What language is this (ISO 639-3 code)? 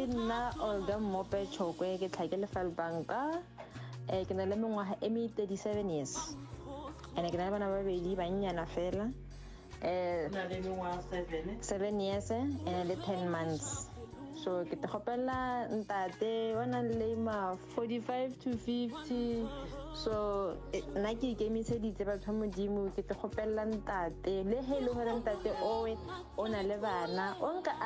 nso